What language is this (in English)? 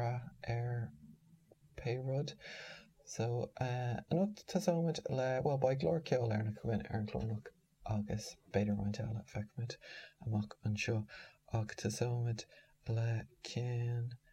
Irish